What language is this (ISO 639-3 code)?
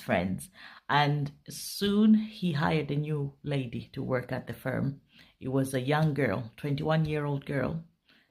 eng